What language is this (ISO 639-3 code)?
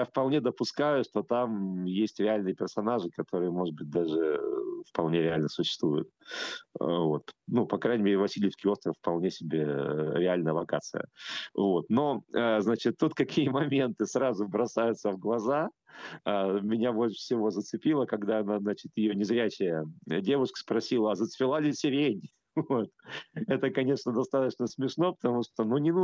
rus